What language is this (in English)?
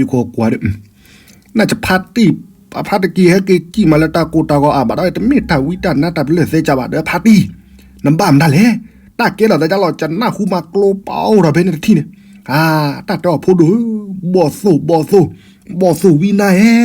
S'gaw Karen